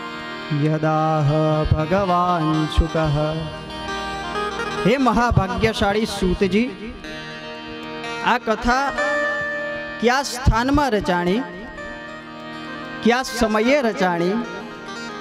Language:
Gujarati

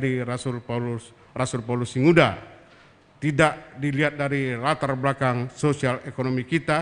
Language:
Batak Karo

